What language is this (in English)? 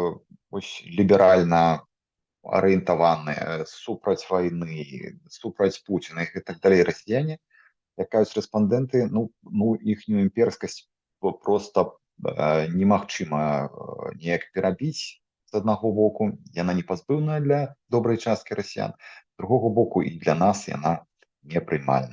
Belarusian